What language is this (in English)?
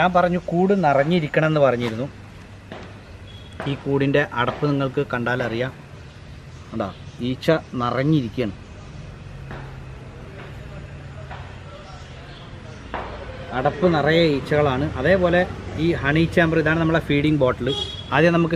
Malayalam